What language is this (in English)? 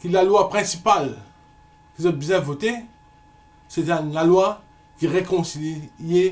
Morisyen